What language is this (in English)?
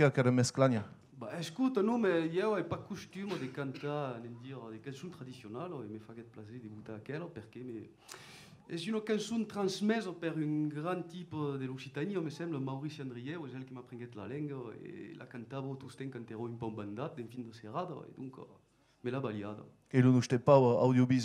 Occitan